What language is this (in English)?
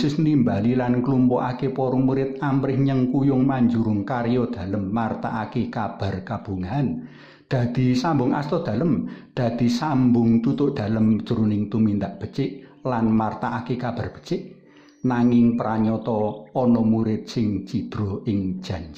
Javanese